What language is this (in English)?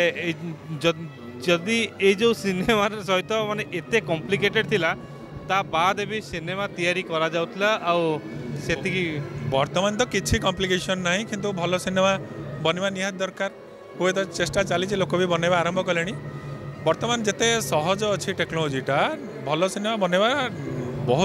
Odia